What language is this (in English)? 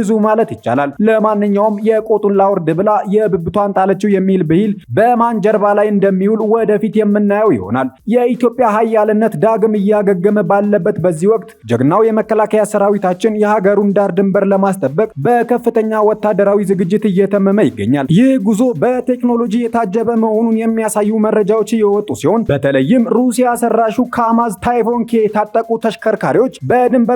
Amharic